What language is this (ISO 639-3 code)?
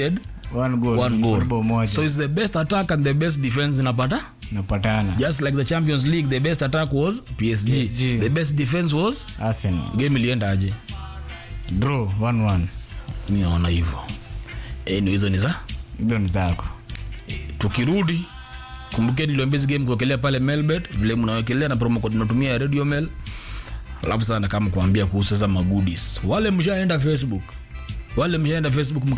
swa